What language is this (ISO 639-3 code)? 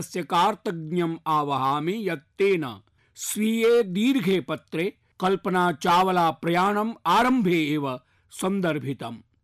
san